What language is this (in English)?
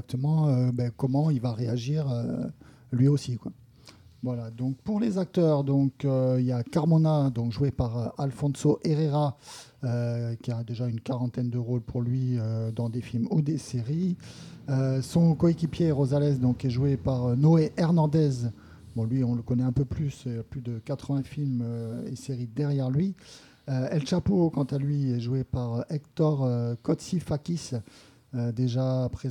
French